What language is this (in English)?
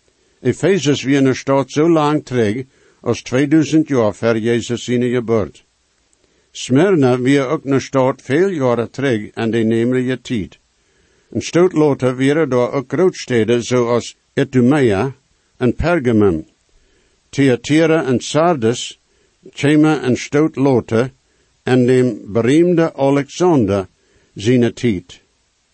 Plautdietsch